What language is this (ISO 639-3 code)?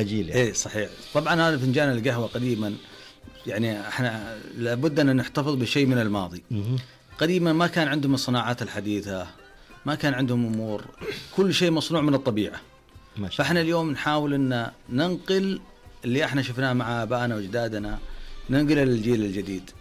ars